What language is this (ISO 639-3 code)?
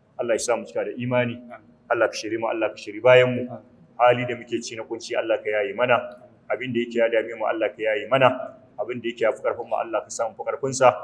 hau